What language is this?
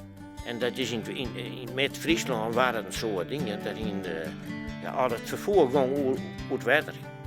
Western Frisian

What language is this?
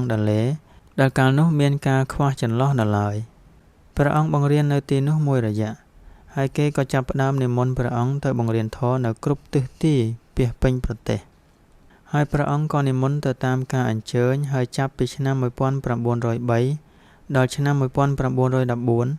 Khmer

